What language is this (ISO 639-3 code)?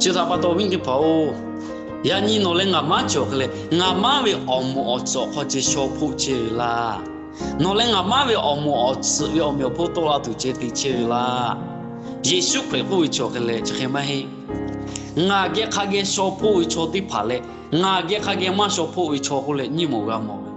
lhu